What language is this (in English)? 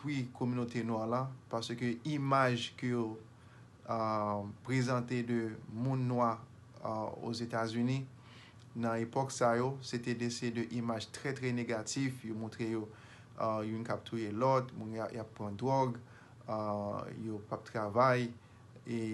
Haitian Creole